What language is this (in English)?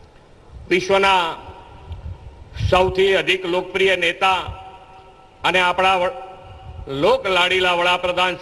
Gujarati